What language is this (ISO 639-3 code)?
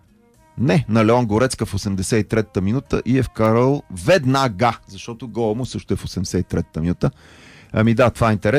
bul